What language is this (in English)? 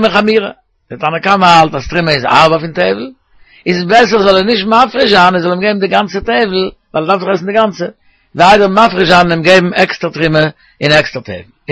Yiddish